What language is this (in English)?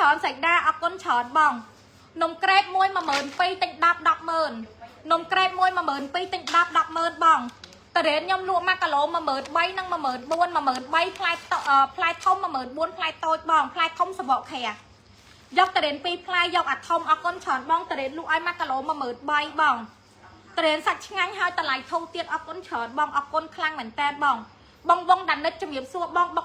Khmer